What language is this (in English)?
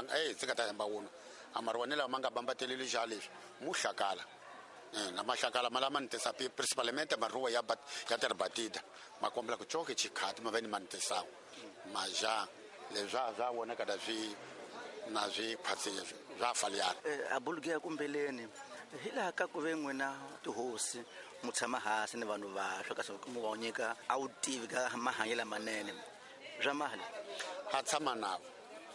Tsonga